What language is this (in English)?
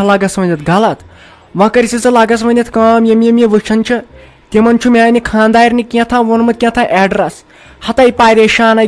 Kashmiri